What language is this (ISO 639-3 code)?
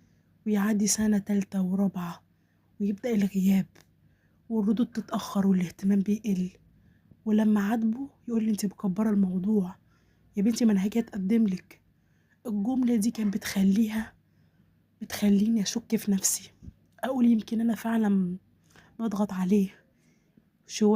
arz